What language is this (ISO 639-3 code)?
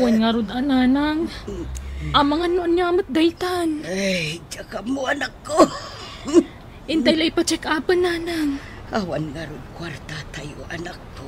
ilo